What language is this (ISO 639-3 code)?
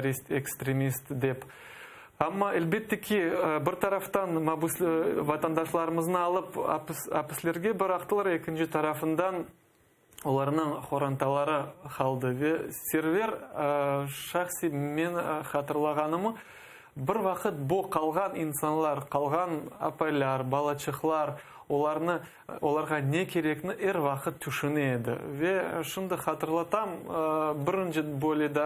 crh